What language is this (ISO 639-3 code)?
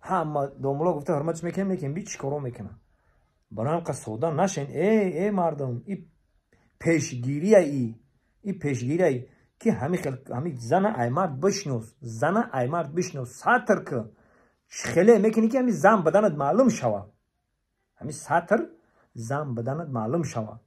tgk